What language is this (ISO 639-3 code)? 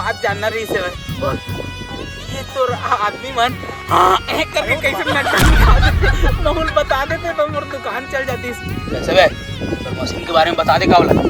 hne